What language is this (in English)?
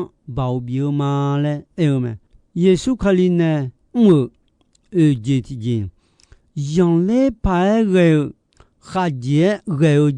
Akha